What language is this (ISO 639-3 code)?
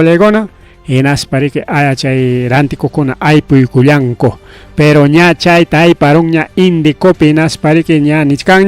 quy